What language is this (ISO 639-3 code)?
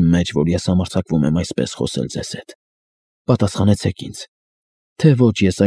hye